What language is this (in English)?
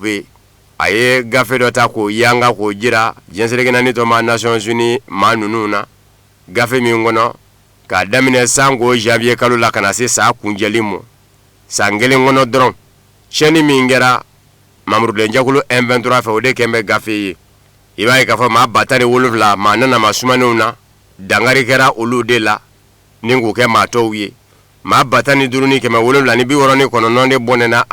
Bambara